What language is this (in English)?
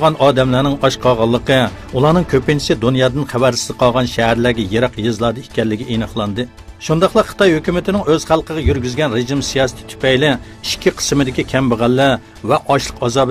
Uyghur